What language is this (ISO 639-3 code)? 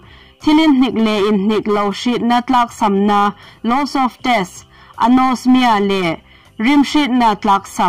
hmr